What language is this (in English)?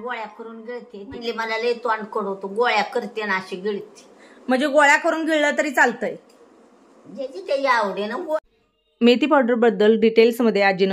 Marathi